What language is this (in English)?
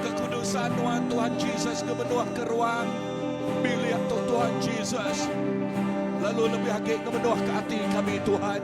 Iban